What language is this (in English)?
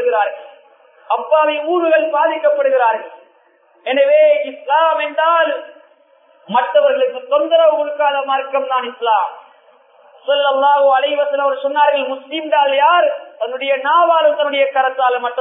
Tamil